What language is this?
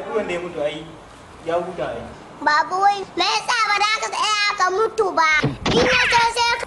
Hausa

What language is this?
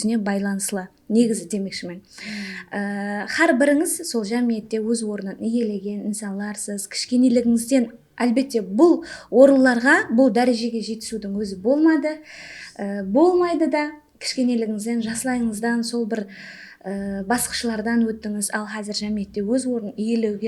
Kara-Kalpak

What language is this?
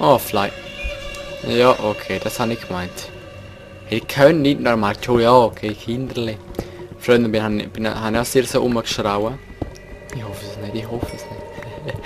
Swiss German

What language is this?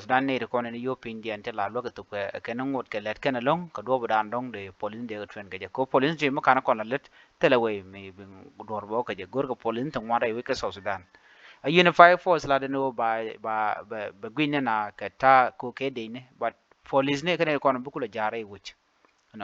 Nuer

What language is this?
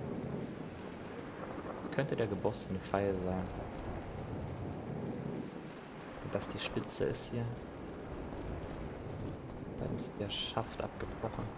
German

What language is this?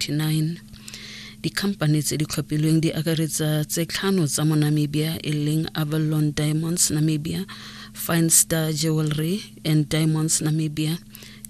Tswana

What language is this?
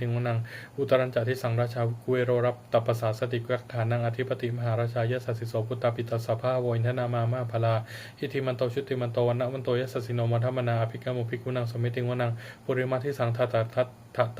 Pali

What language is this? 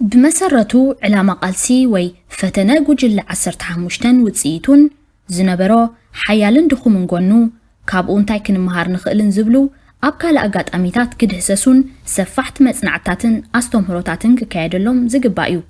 Tigrinya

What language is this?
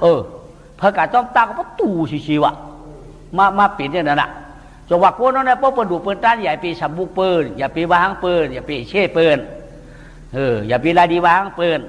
Shan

